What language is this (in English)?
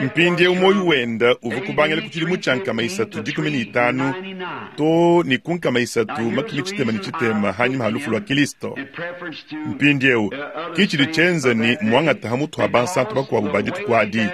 Luba-Lulua